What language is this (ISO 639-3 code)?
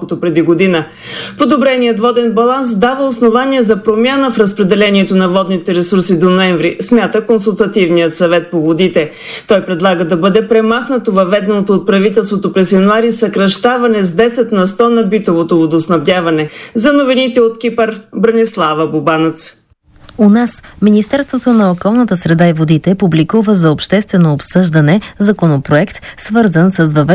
bul